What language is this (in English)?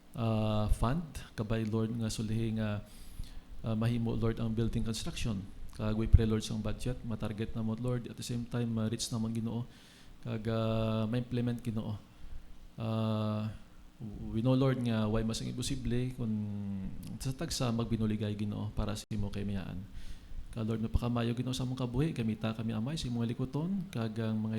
Hiligaynon